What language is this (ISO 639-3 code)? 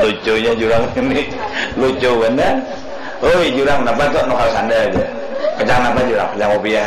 bjn